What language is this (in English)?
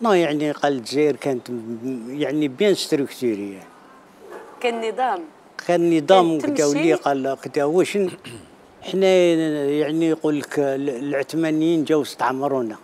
Algerian Arabic